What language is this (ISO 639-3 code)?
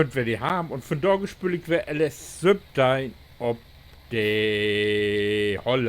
nds